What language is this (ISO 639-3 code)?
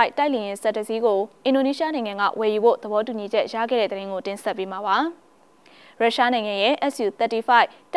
mya